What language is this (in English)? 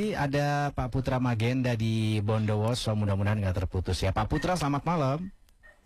Indonesian